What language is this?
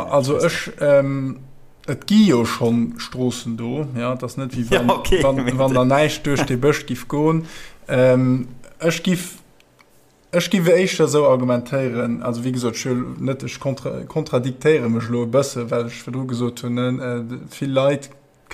Luxembourgish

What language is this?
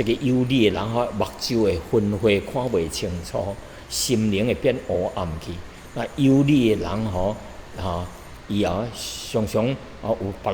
Min Nan Chinese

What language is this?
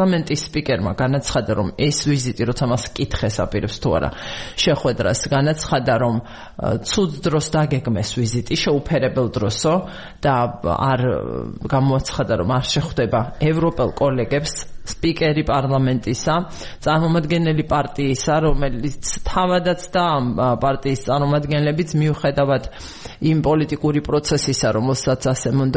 Georgian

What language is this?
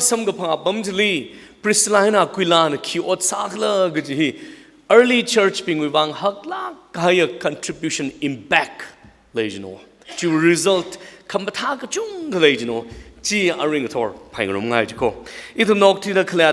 Tangkhul Naga (India)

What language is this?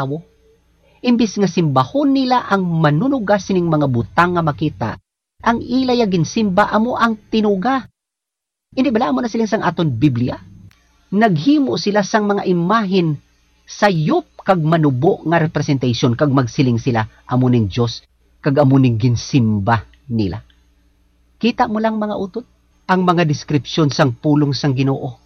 Hiligaynon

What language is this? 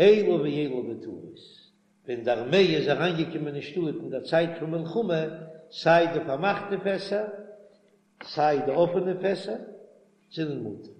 Yiddish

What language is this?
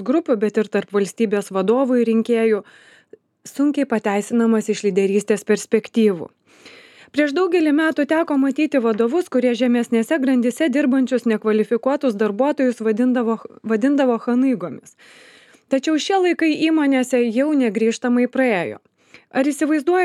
Lithuanian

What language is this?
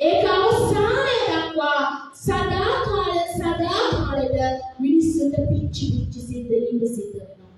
Sinhala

